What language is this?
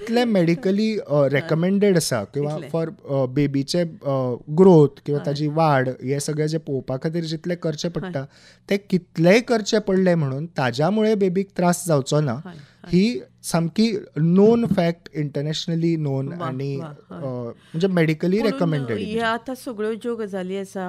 Konkani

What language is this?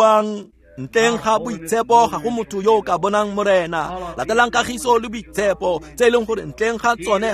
Tswana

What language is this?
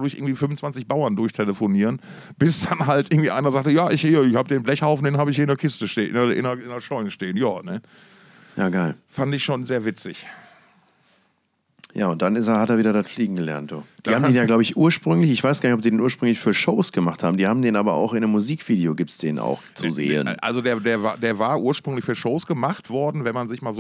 German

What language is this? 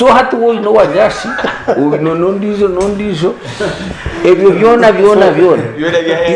Nyankole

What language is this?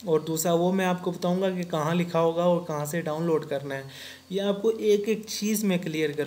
Hindi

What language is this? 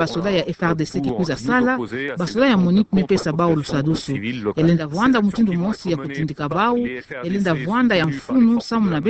Kituba (Democratic Republic of Congo)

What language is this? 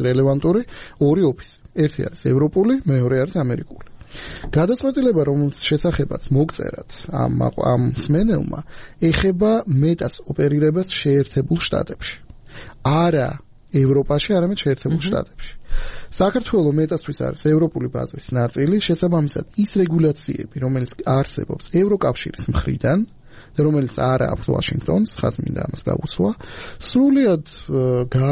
Georgian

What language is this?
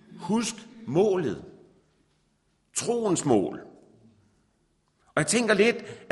Danish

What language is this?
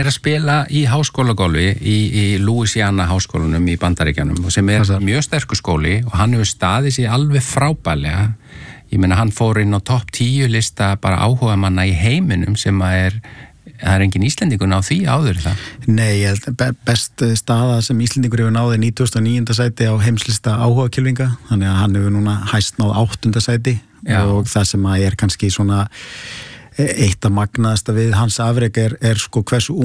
Icelandic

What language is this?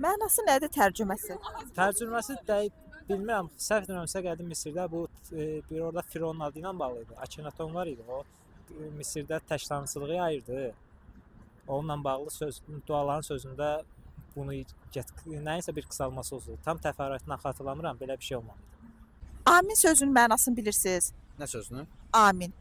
Azerbaijani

